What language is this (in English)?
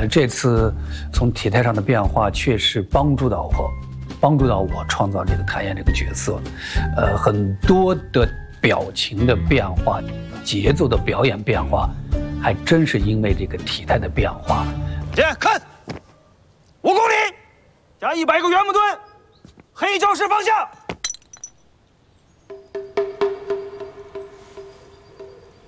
Chinese